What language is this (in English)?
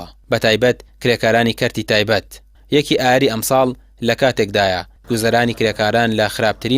Central Kurdish